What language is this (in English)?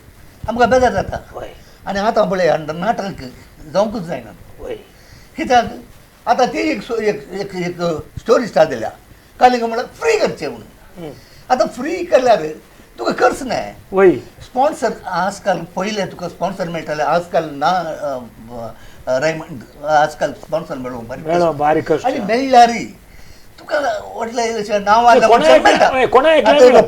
Konkani